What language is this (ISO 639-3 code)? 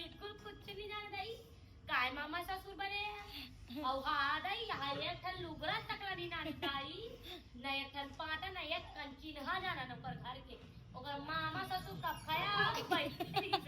hne